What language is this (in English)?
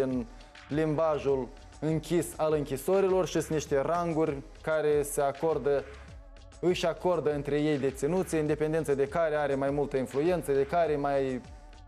Romanian